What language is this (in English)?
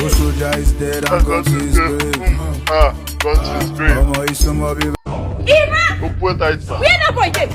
Nigerian Pidgin